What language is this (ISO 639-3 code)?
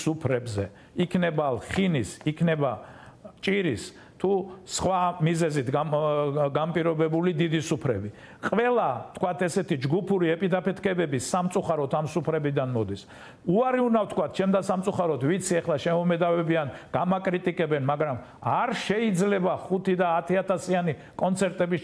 kat